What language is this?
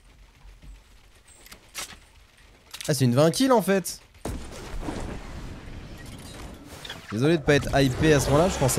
French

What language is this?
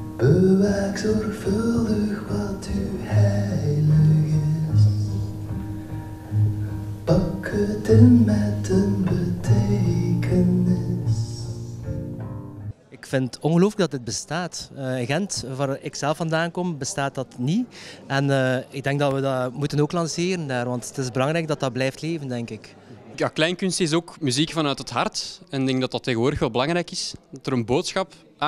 Dutch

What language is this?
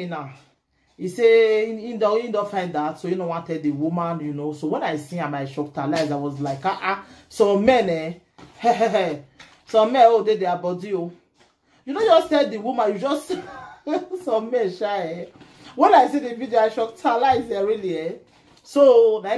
Nigerian Pidgin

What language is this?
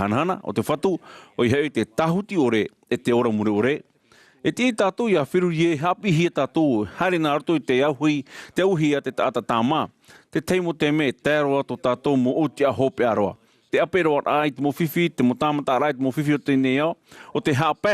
Tahitian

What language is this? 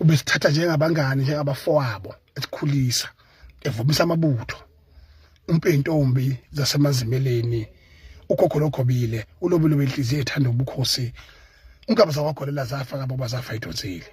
Zulu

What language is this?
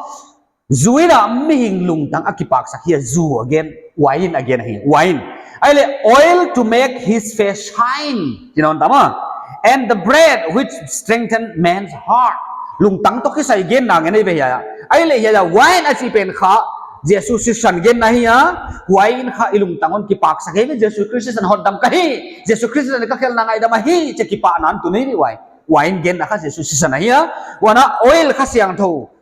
Paite Chin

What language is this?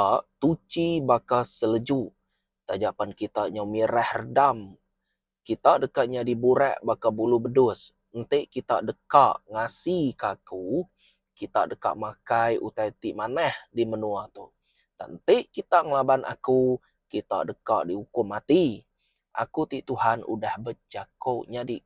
Iban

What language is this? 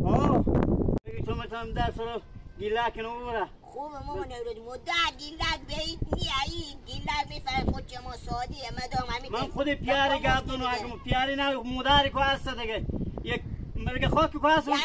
Hazaragi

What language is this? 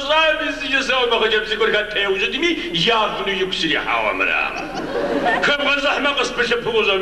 Kabardian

